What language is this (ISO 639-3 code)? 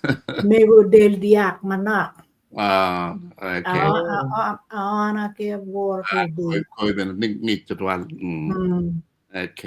ach